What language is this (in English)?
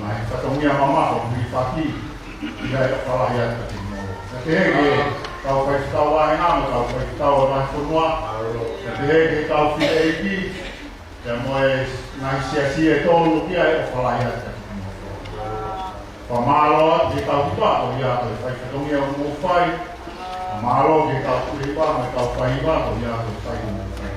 Tongan